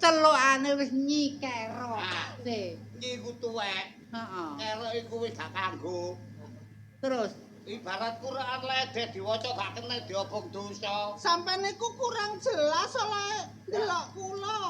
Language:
Javanese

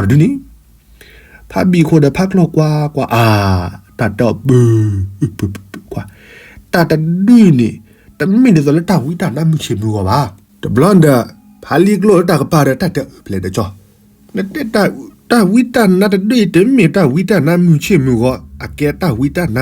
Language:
S'gaw Karen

